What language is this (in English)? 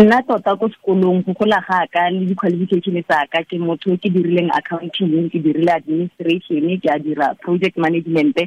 Tswana